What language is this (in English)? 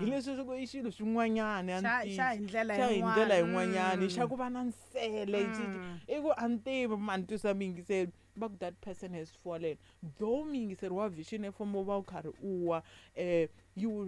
Tsonga